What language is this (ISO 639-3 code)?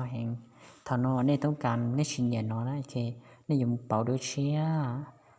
hmn